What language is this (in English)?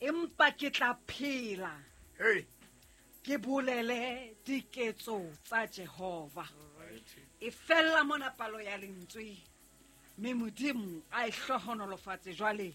Southern Sotho